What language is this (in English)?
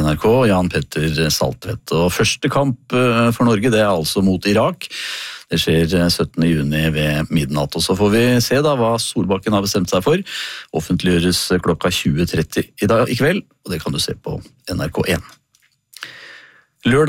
Norwegian